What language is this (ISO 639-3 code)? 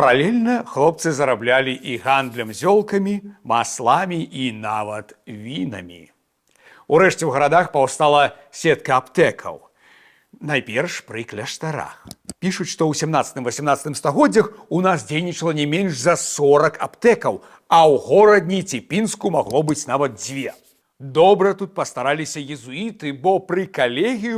bel